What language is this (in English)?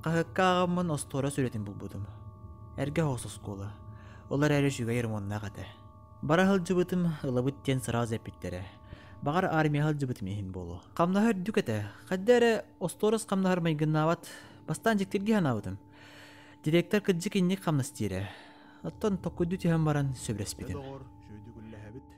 Yakut